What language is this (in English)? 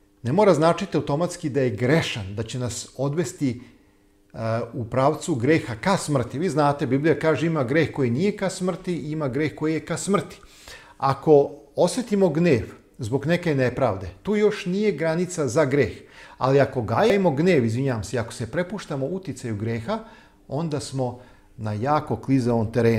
Serbian